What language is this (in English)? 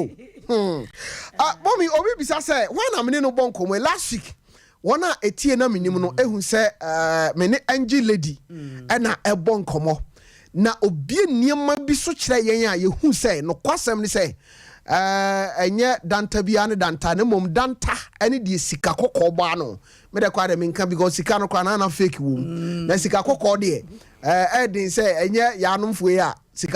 Akan